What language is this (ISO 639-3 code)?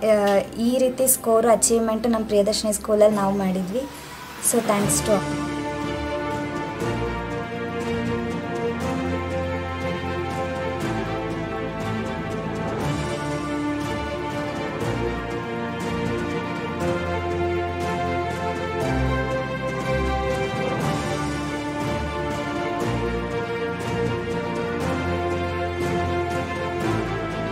kan